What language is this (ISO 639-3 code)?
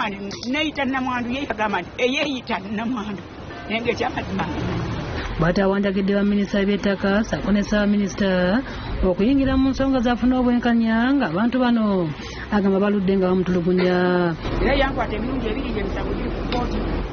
lug